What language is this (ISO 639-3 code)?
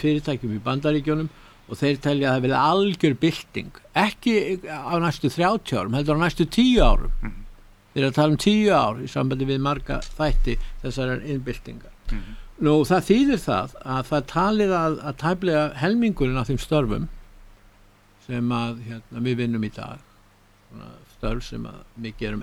isl